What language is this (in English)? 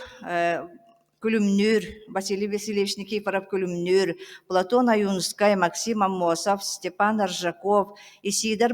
Yakut